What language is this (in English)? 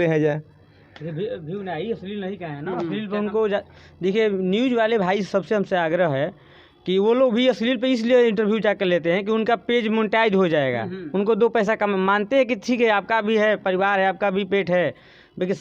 Bhojpuri